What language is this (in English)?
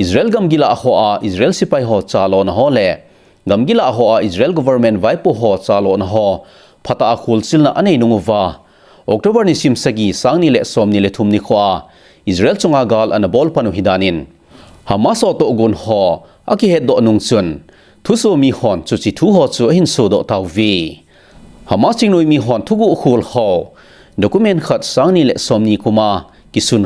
Thado Chin